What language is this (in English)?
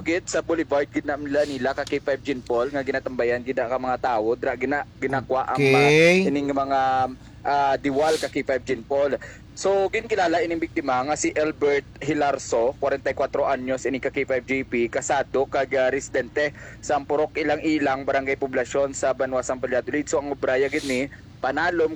Hiligaynon